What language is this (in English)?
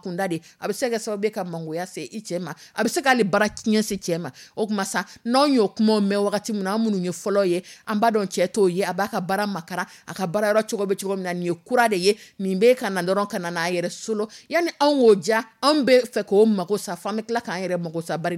Dyula